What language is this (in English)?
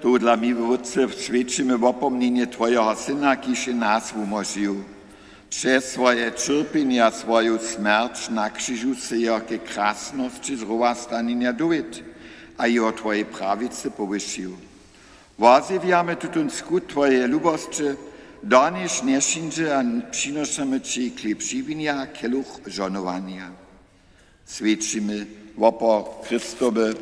Upper Sorbian